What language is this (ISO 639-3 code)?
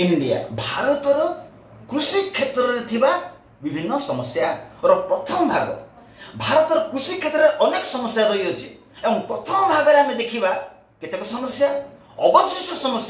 ori